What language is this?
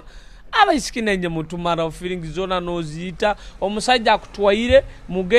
Nyoro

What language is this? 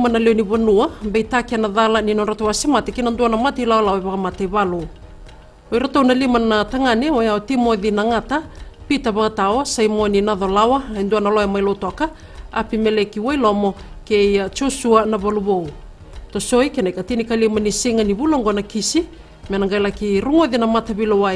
Fijian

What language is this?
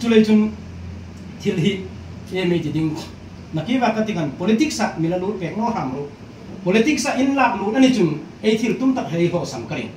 Hmar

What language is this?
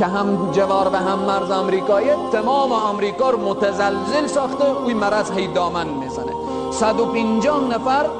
Persian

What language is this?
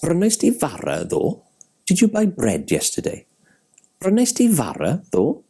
Welsh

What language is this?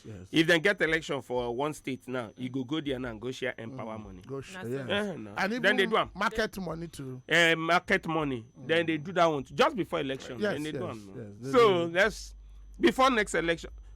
Nigerian Pidgin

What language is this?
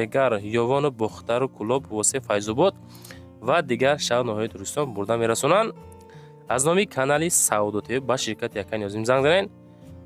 Tajik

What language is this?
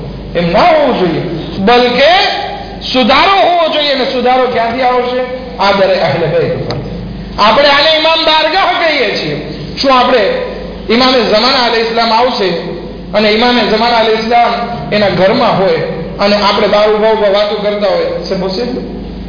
Gujarati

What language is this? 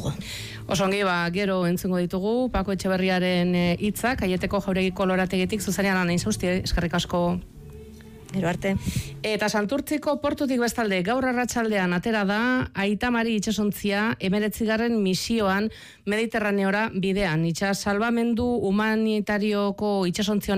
Basque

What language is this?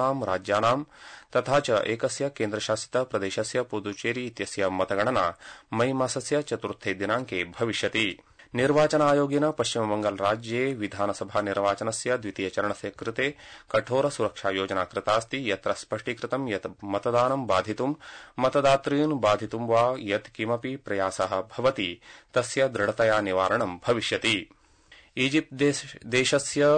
Sanskrit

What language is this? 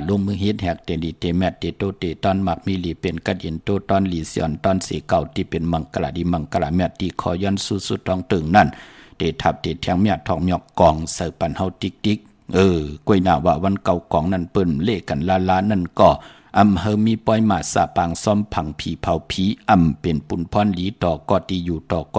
Shan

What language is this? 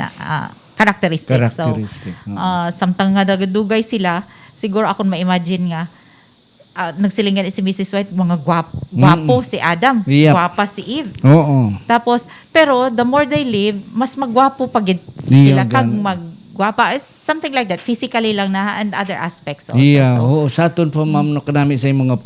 Hiligaynon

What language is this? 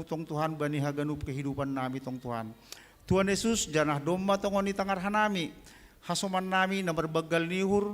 Batak Simalungun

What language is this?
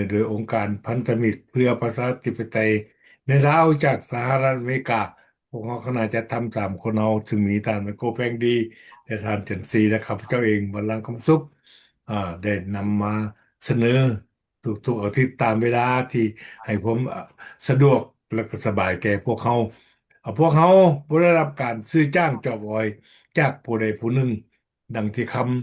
Lao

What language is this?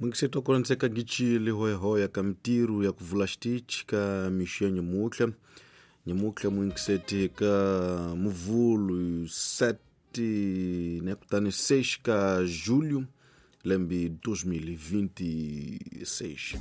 Tsonga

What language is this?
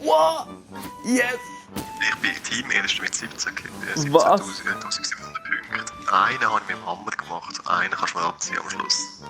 Swiss German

